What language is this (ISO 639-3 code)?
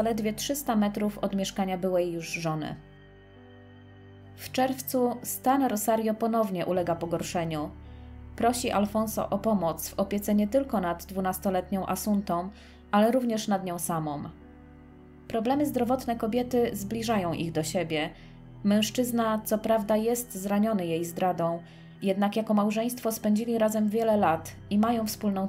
pol